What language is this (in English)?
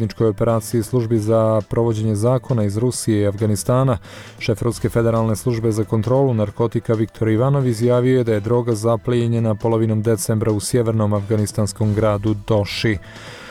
Bosnian